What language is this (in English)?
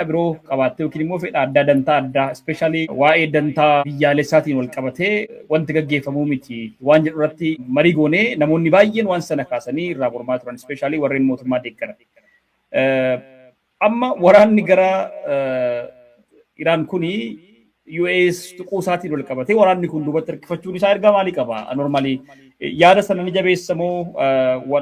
Oromo